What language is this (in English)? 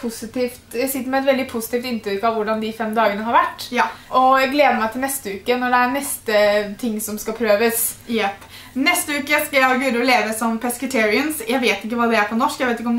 Norwegian